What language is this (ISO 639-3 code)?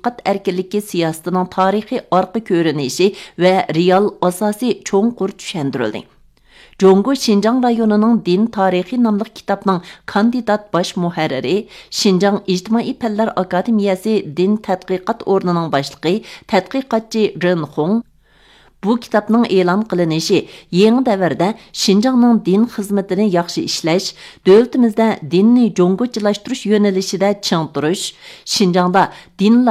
uig